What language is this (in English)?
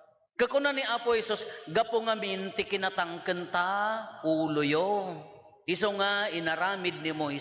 Iloko